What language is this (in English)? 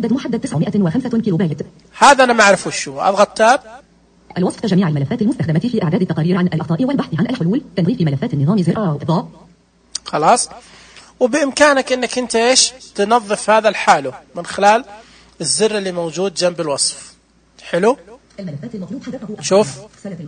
Najdi Arabic